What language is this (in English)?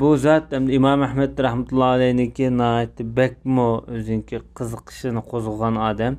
Uyghur